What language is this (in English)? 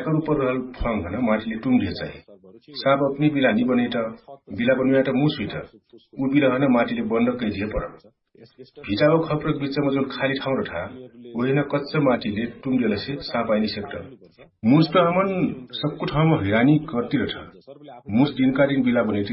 Dangaura Tharu